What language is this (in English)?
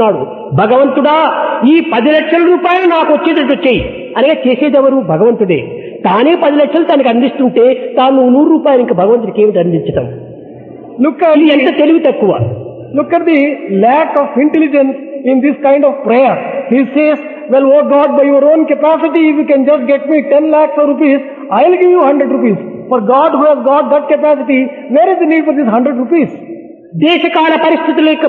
Telugu